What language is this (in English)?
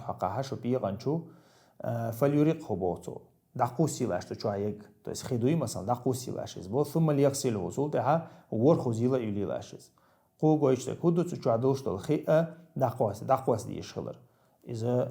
Chechen